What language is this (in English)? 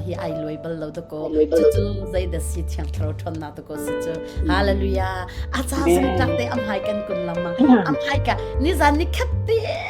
Hakha Chin